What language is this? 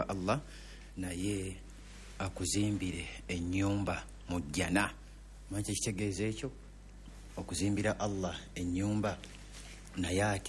Ganda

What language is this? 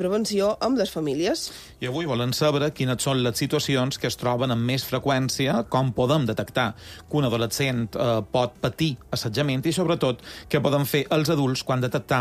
Catalan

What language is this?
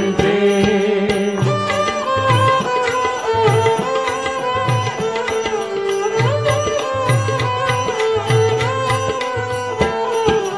Punjabi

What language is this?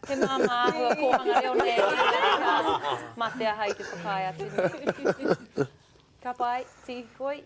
Māori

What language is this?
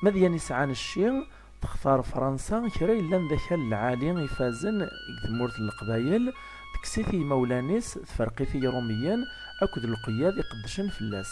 Kabyle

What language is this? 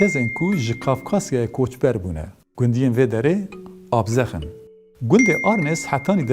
Kurdish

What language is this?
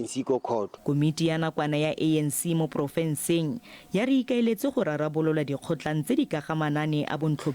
Tswana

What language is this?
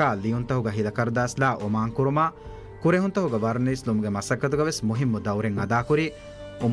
Divehi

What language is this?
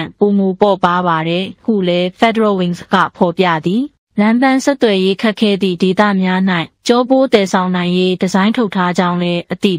Burmese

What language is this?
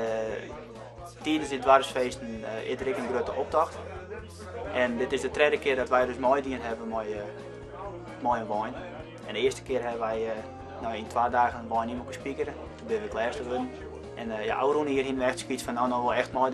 Western Frisian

